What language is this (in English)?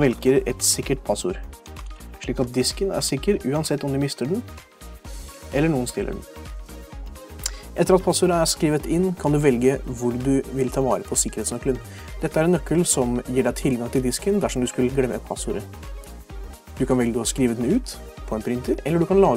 Norwegian